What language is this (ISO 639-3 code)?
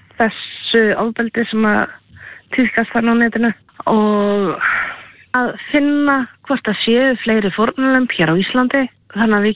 isl